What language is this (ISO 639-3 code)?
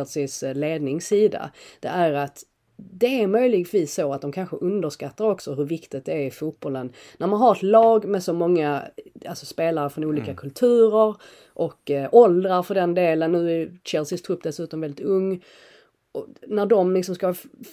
swe